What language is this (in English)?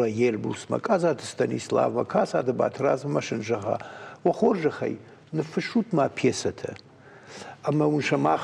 Ossetic